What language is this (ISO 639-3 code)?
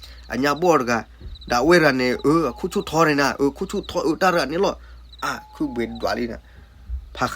ksw